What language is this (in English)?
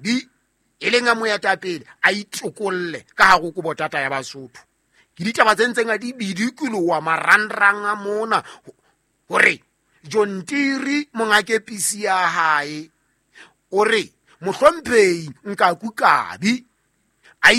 Southern Sotho